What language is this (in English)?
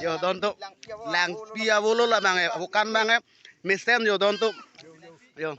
Karbi